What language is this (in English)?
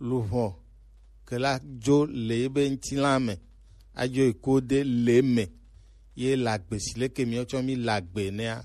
Gen